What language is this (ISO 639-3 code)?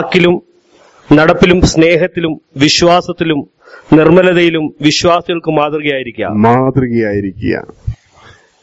mal